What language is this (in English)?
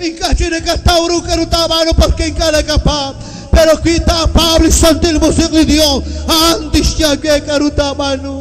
Kekchí